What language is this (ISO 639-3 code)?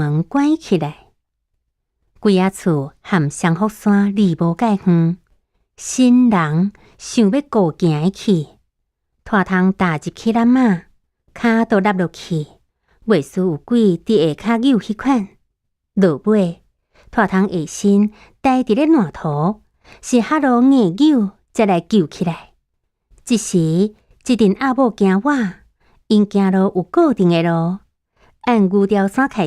nan